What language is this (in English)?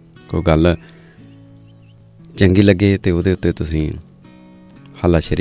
Punjabi